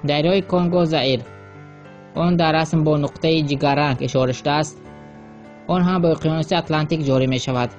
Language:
Tajik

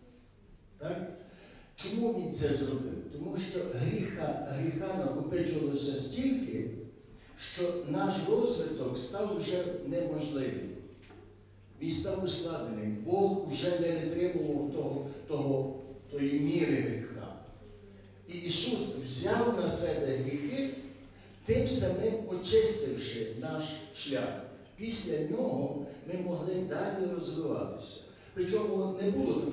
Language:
Ukrainian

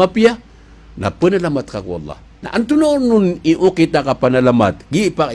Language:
Maranao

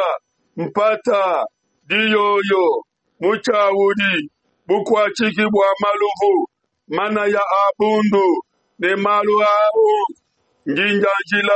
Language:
Luba-Lulua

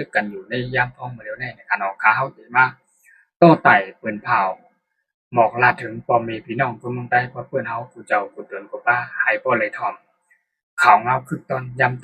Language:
Shan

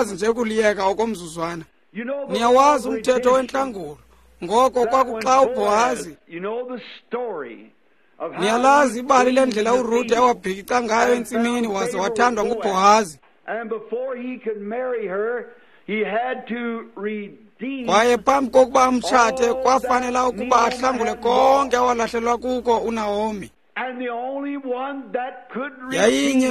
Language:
Xhosa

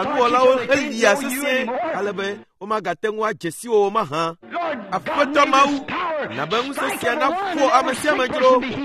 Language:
Ewe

